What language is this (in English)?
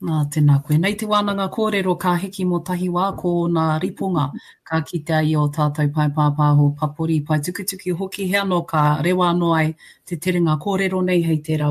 Māori